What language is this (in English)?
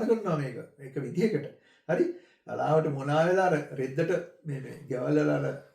Sinhala